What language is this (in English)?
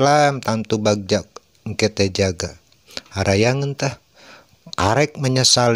Sundanese